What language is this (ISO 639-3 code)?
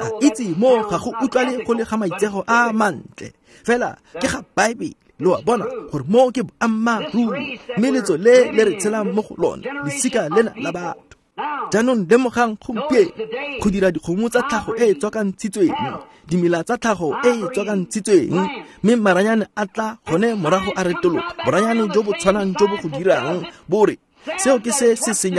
tsn